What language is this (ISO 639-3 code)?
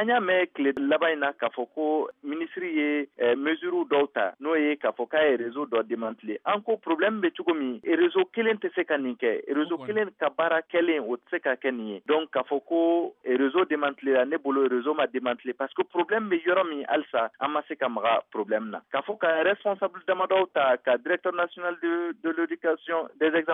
bam